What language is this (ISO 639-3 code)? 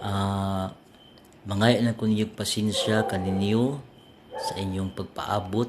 ceb